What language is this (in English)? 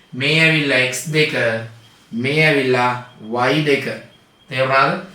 Sinhala